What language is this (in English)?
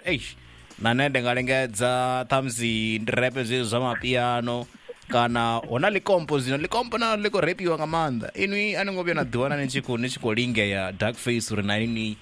Venda